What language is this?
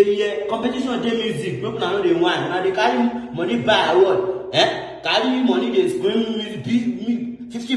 Nigerian Pidgin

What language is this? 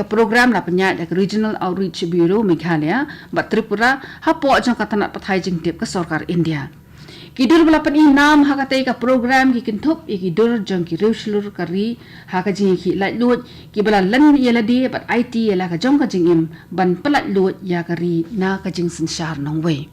Khasi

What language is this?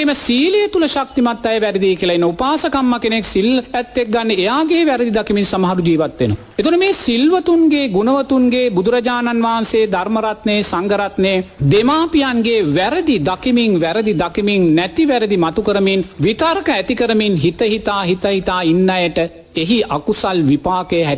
Sinhala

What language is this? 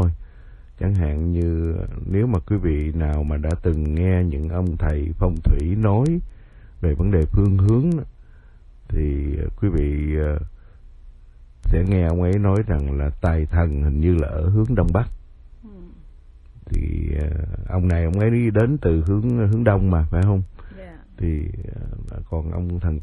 Vietnamese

